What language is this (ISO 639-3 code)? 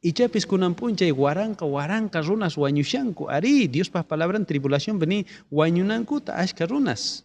quh